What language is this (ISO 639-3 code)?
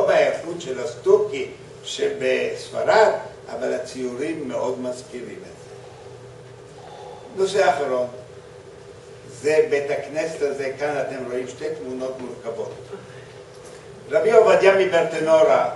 heb